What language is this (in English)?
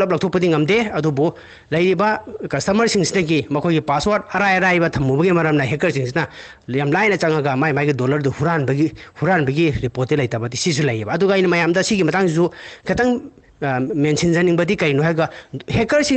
Manipuri